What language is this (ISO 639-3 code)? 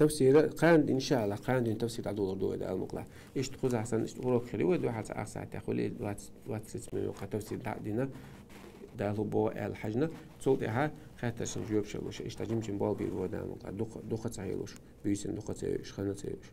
che